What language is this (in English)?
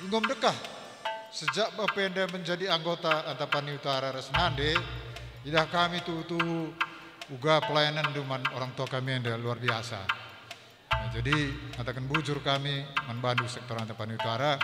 Batak Karo